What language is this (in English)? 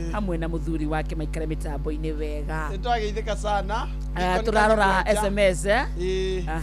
Kikuyu